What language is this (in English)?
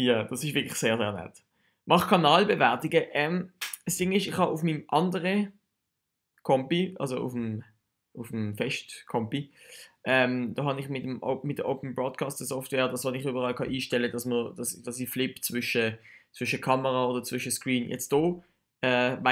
Swiss German